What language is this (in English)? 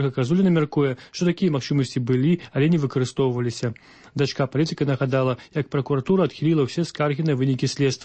Belarusian